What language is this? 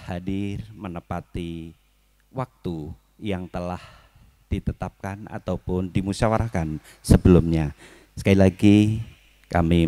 Indonesian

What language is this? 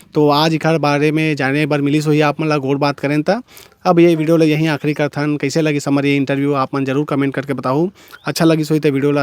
Chhattisgarhi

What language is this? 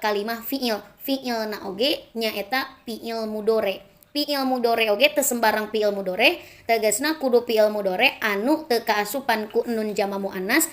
Sundanese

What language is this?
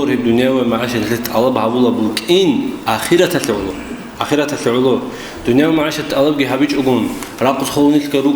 Avaric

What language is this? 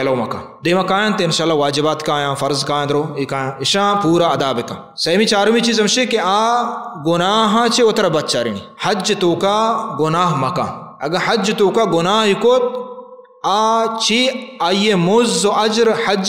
Baluchi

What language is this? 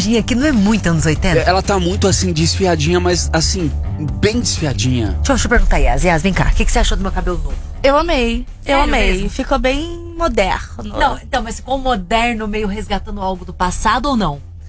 Portuguese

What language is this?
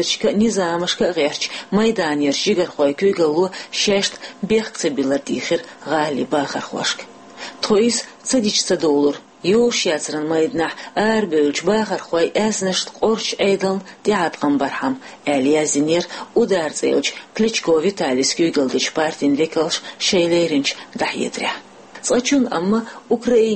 Chechen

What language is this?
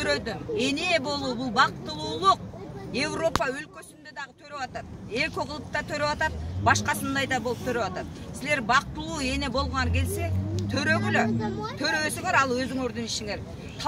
Kyrgyz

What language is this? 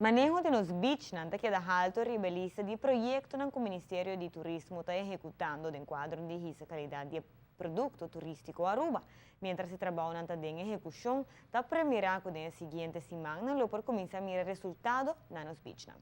Papiamento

